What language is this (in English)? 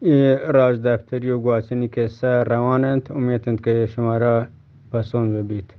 Eastern Balochi